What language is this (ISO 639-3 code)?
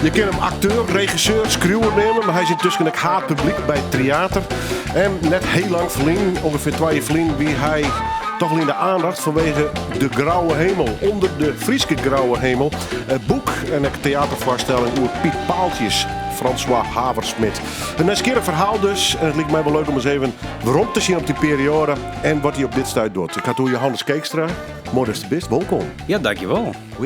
fry